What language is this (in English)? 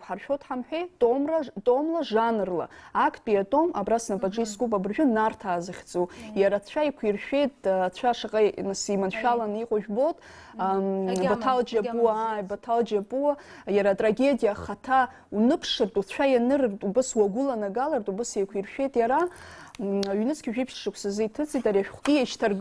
Abkhazian